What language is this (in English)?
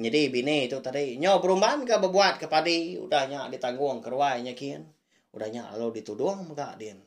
Iban